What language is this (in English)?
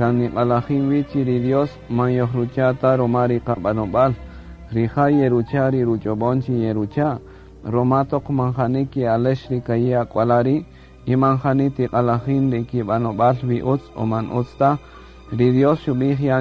Kaqchikel